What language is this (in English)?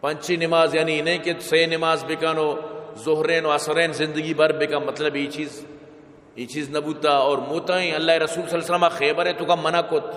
Baluchi